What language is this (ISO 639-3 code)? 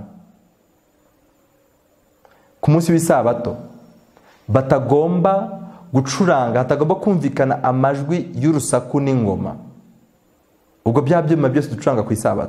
kin